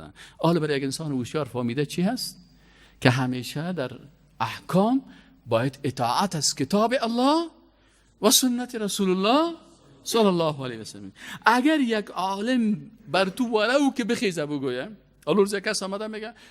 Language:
Persian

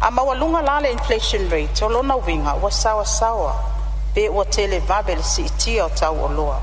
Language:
Samoan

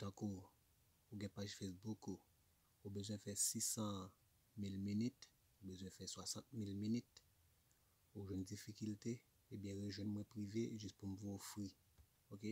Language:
Haitian Creole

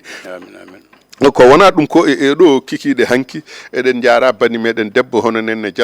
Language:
Fula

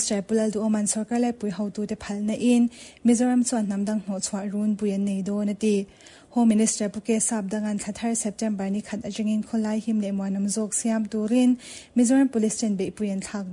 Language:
Mizo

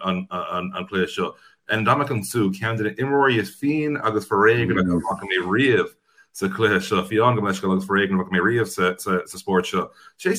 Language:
Irish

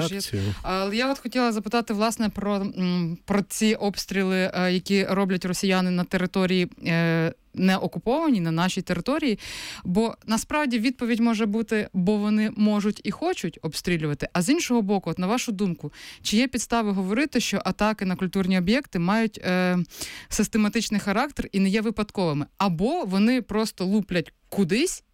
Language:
Ukrainian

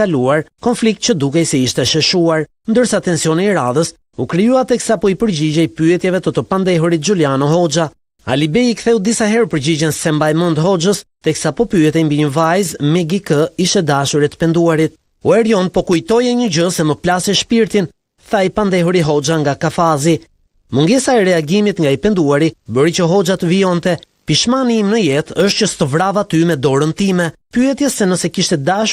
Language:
Albanian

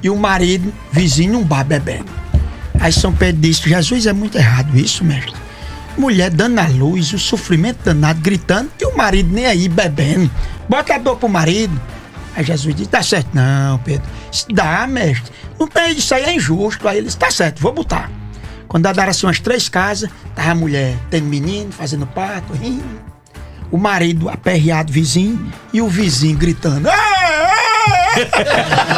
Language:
Portuguese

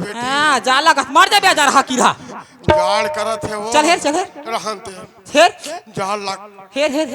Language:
Chhattisgarhi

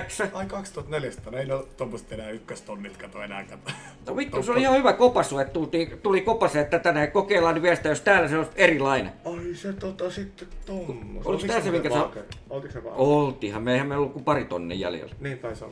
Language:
Finnish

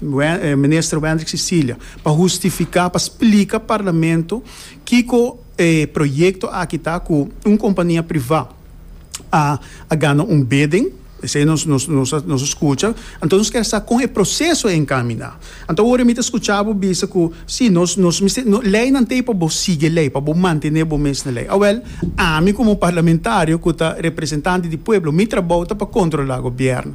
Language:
Papiamento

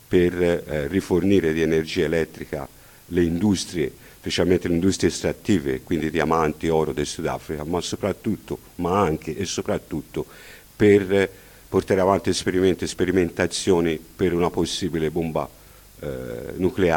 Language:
Italian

